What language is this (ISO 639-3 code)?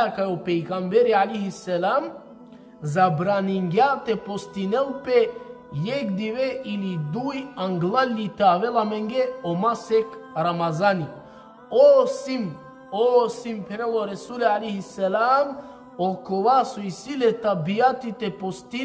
rmn